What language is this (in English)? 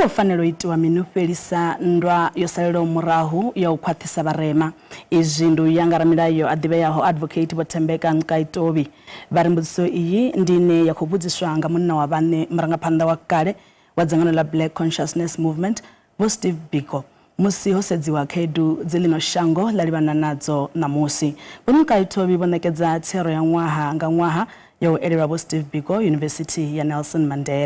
Venda